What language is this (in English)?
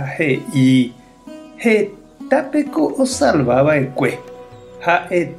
Guarani